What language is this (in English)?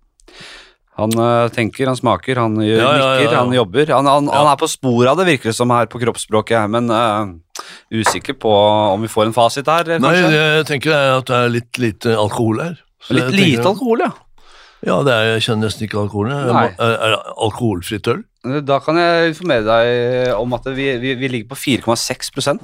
Norwegian